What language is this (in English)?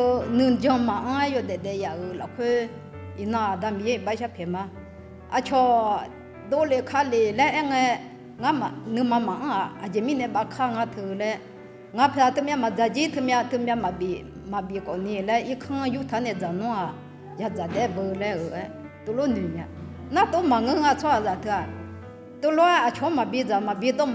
Akha